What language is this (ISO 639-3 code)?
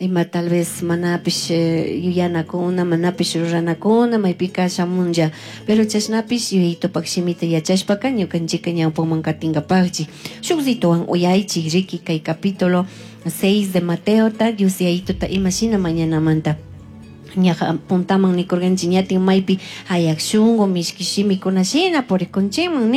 qug